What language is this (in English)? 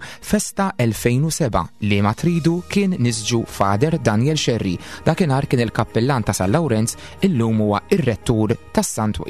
Maltese